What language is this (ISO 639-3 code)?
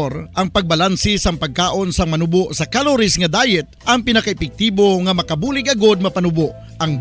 hil